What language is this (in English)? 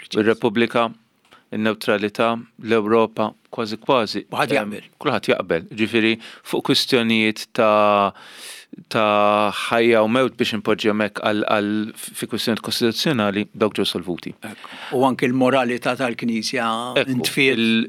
Maltese